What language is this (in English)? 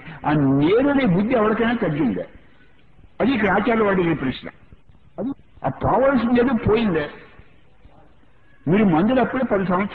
Telugu